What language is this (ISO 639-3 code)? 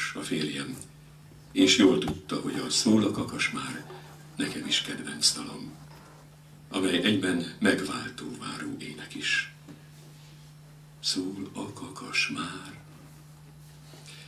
hun